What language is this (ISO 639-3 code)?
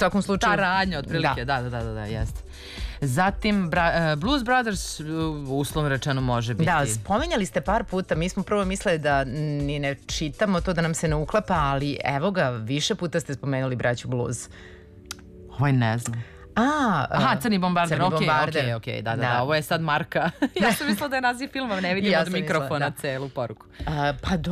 srp